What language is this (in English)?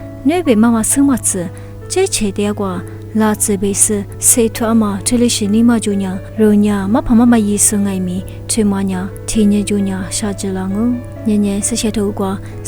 Lisu